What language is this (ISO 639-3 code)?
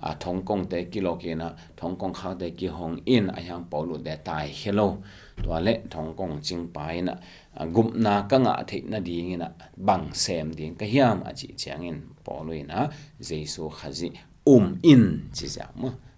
ctd